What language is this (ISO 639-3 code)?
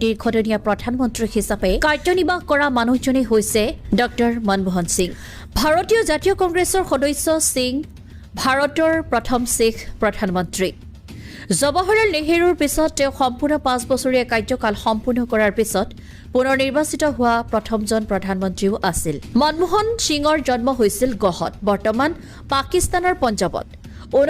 asm